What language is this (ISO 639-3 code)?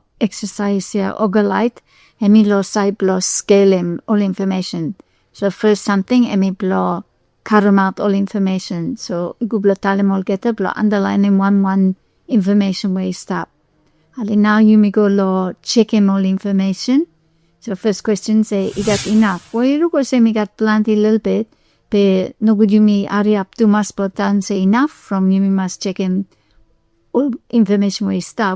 bis